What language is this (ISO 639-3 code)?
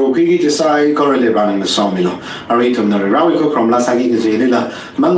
nmf